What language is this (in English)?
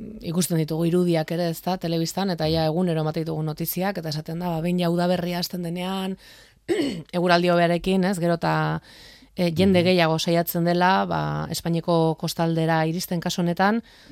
Basque